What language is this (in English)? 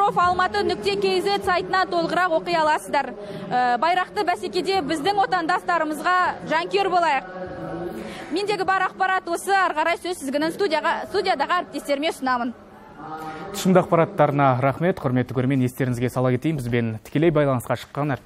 Kazakh